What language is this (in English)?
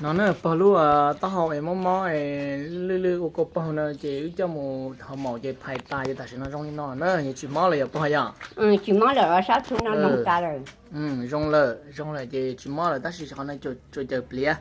Hmong